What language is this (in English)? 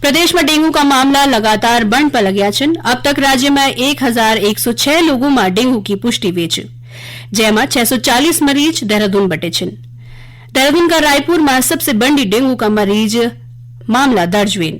Garhwali